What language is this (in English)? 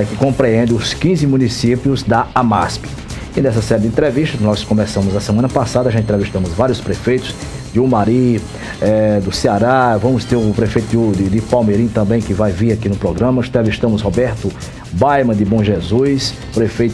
Portuguese